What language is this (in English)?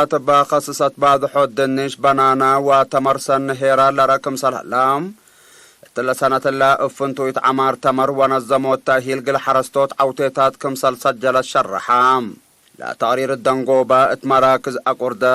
Tigre